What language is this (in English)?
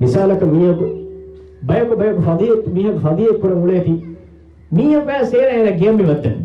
Divehi